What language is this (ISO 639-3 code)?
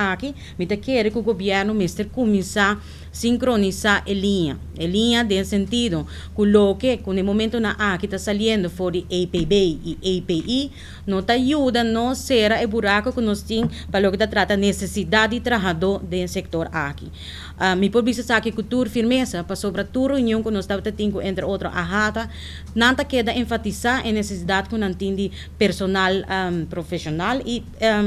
pap